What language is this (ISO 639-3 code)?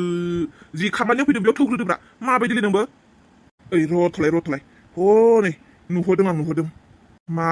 brx